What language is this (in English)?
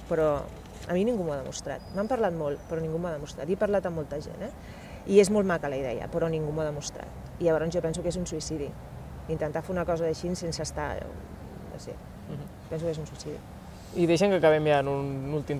Catalan